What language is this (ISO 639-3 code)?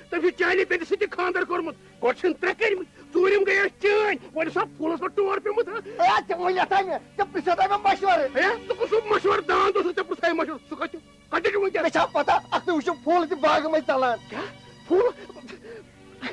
kas